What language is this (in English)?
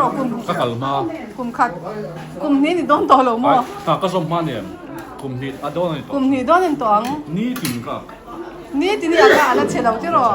Mizo